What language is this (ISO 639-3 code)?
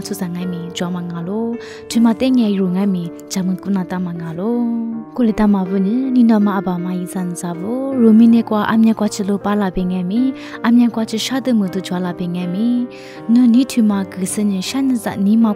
lis